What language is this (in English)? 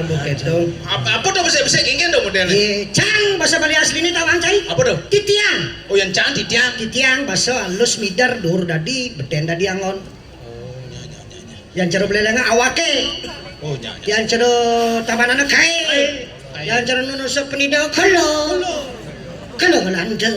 Balinese